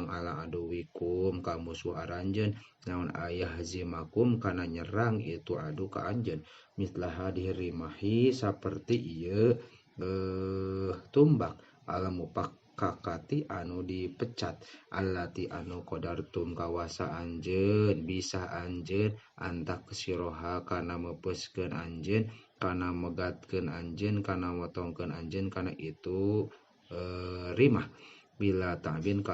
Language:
Sundanese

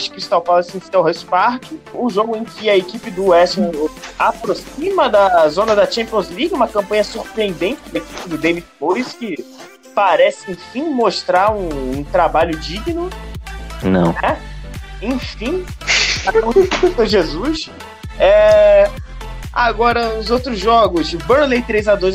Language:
Portuguese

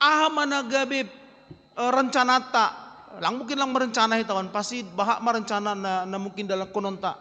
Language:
Batak Simalungun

